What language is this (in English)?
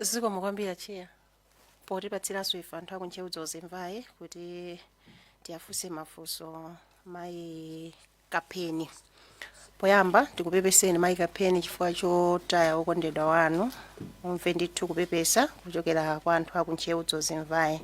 Nyanja